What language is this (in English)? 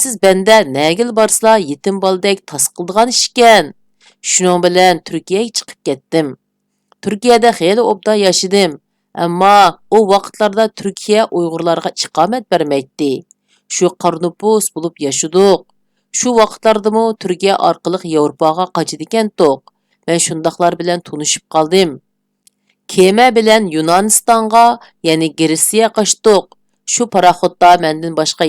Uyghur